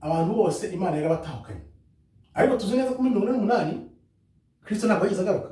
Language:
Kinyarwanda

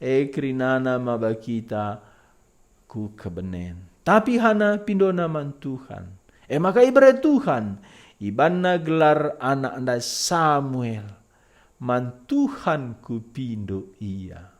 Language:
Batak Karo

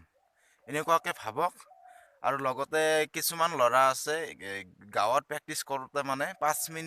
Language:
Assamese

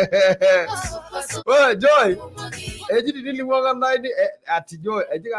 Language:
Masai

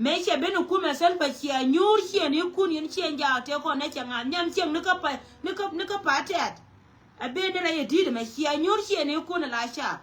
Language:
Nuer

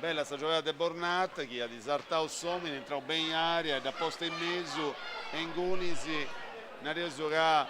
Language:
Sardinian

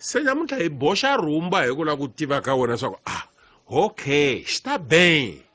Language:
Tsonga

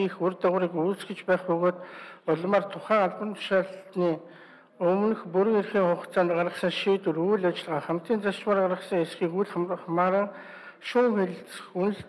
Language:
Mongolian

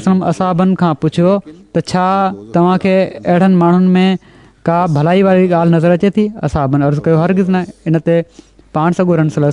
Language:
Sindhi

